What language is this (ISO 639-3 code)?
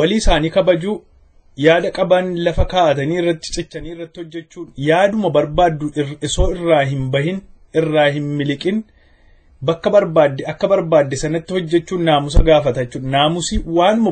orm